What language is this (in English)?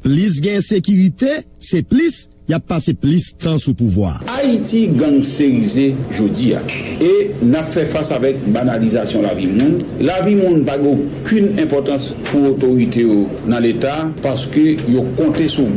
Haitian Creole